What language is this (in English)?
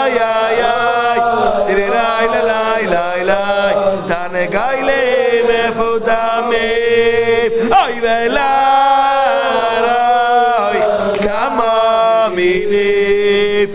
Yiddish